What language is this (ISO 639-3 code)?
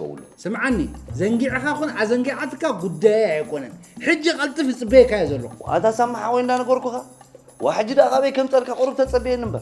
tir